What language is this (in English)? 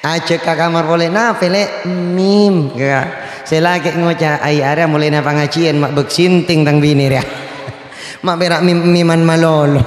Madurese